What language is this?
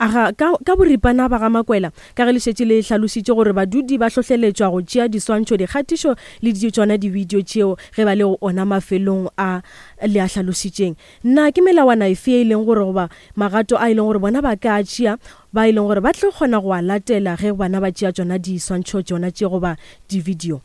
Northern Sotho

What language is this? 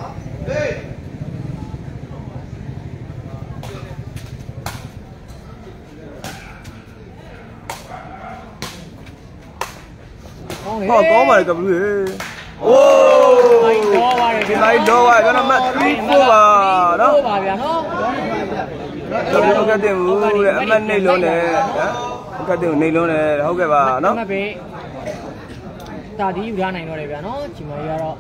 Burmese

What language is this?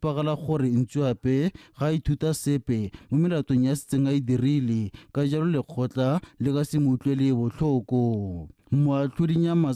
Tswana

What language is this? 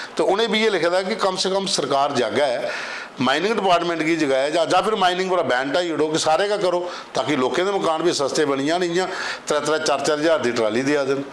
Dogri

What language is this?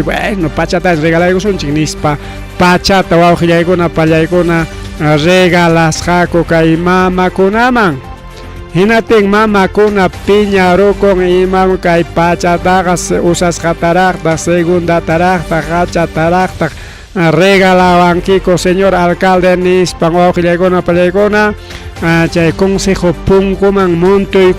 Ayacucho Quechua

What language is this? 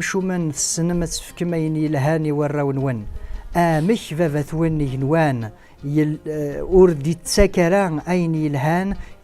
Kabyle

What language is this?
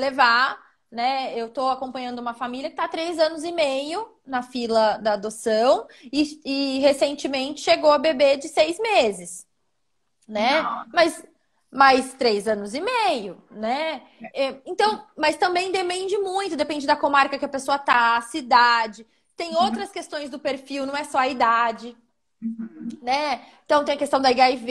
Portuguese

